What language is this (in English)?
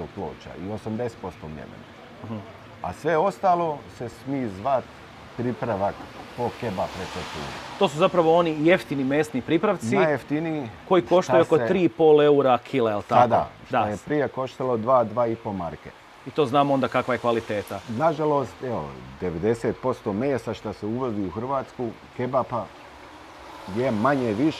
Croatian